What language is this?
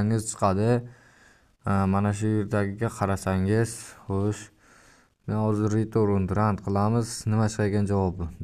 Uzbek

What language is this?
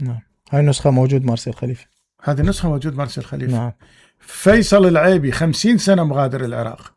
Mesopotamian Arabic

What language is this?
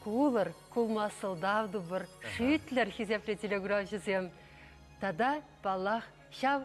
Chuvash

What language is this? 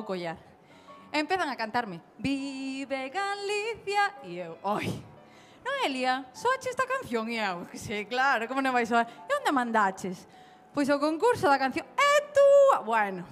Galician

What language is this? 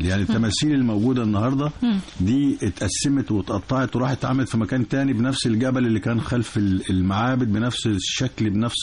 Egyptian Arabic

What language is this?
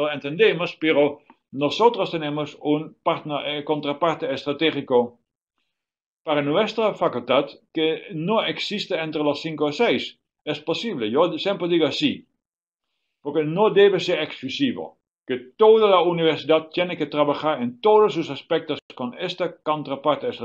Spanish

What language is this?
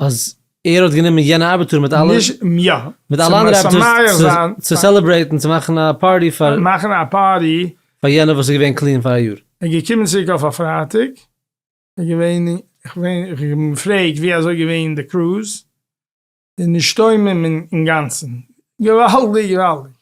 Yiddish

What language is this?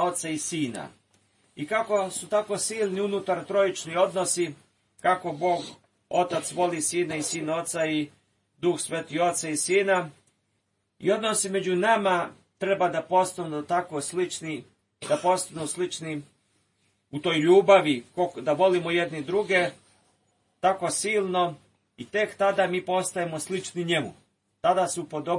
Serbian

